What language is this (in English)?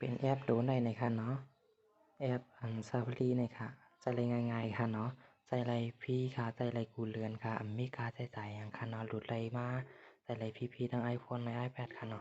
Shan